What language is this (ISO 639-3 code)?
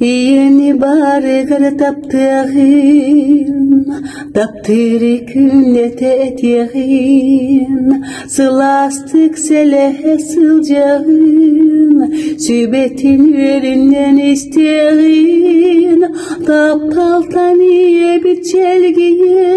sah